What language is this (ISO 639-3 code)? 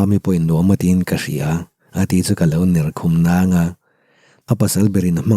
lus